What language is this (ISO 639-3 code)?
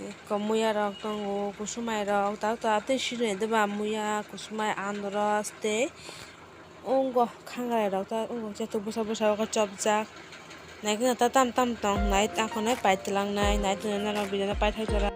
trp